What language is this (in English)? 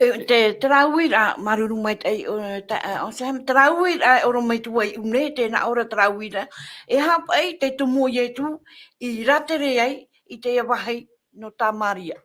Tahitian